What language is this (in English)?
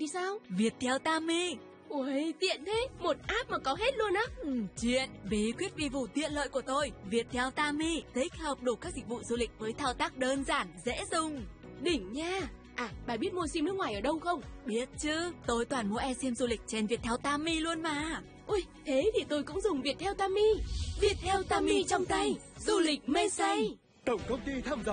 Vietnamese